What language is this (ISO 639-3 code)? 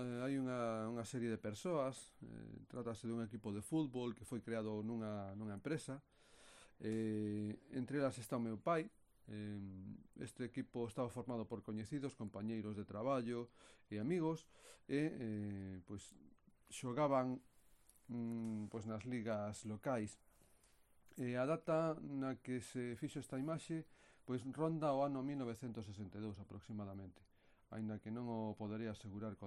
glg